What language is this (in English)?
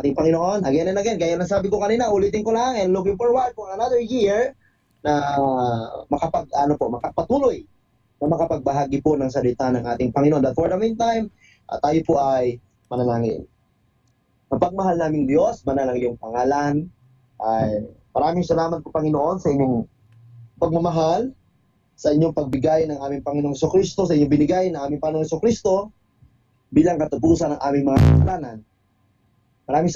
Filipino